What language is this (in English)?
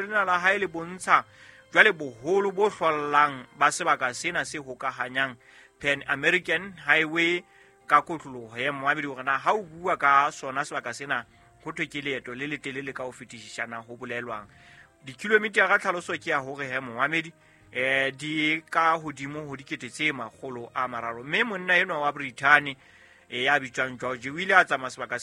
Southern Sotho